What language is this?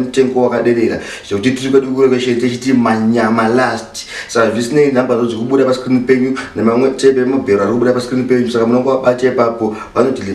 Shona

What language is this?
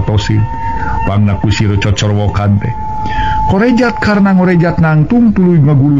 Sundanese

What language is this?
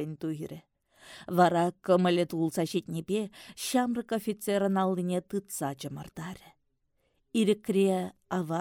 Chuvash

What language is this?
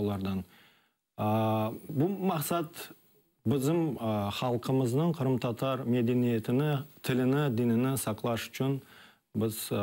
Crimean Tatar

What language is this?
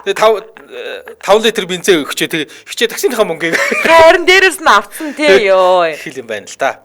Mongolian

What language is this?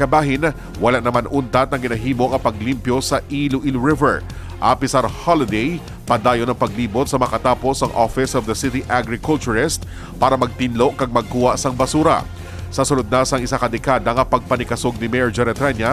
Hiligaynon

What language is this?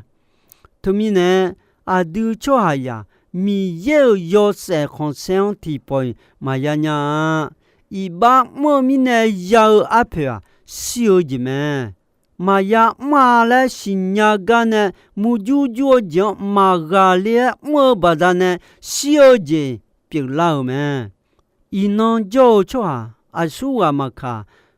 Akha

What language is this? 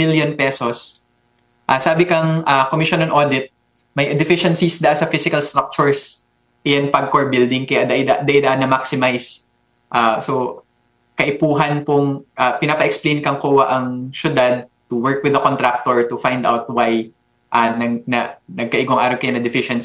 Bikol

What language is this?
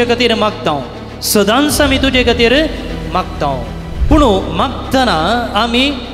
Konkani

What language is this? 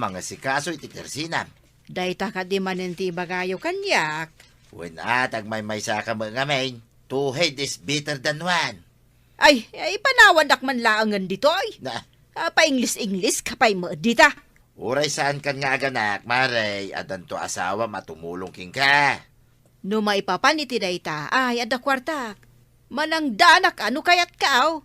Iloko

